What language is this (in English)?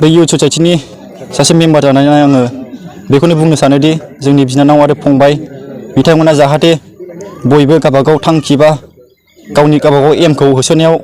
Bodo